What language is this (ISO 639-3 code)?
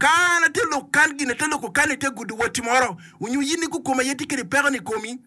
ach